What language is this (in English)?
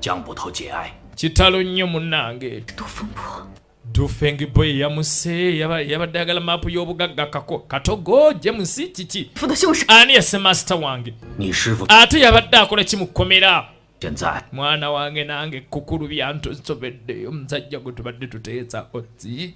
Ganda